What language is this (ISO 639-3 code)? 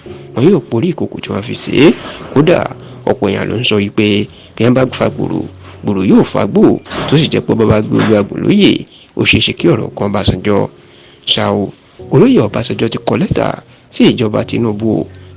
yor